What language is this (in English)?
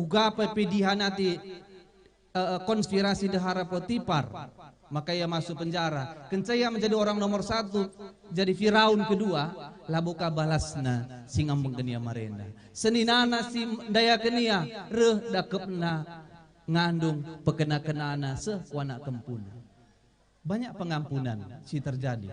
Batak Karo